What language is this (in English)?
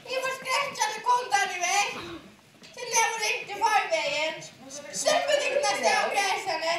Faroese